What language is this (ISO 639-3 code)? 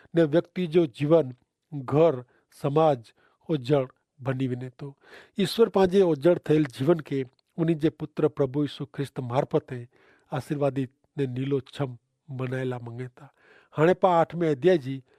kfr